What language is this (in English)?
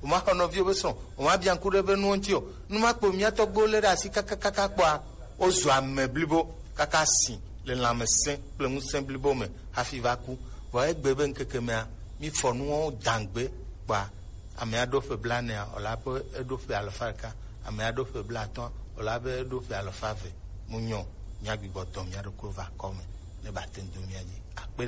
Gen